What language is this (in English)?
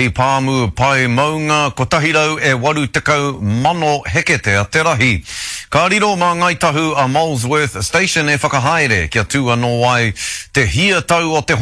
Māori